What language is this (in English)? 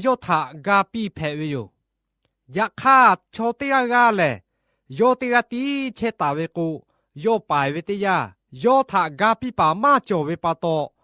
Lahu